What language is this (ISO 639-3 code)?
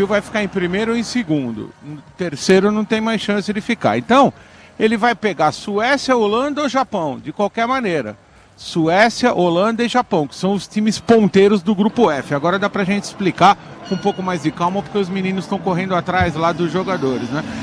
por